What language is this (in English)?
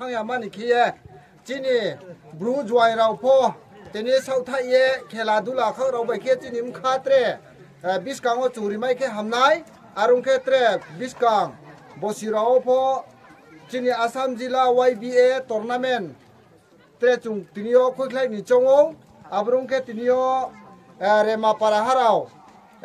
Riang (India)